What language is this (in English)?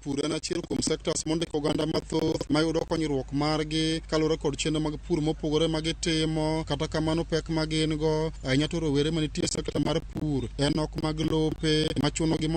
Luo (Kenya and Tanzania)